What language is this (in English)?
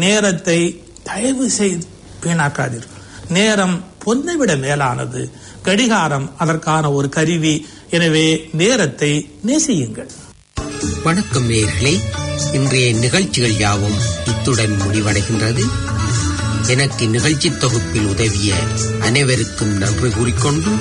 Tamil